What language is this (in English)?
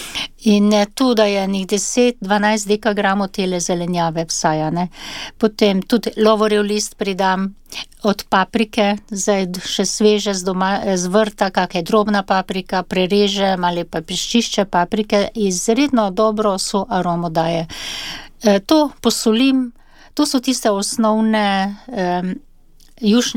Slovenian